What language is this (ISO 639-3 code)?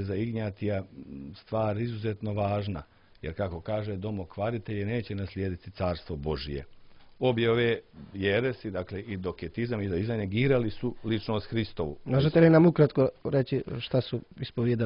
srp